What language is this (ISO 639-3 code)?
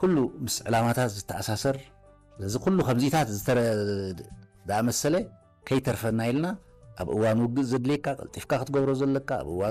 tir